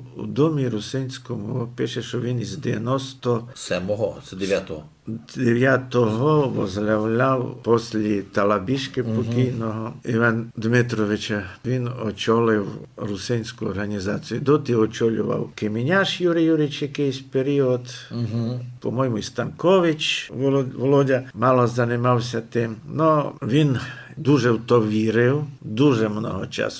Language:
Rusyn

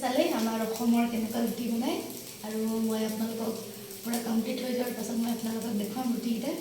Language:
Assamese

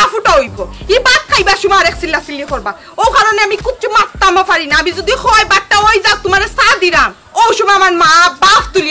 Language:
Sylheti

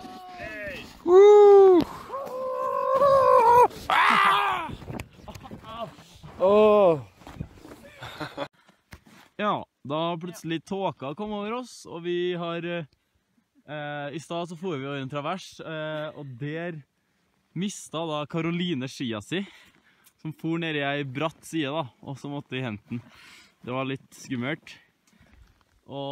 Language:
Norwegian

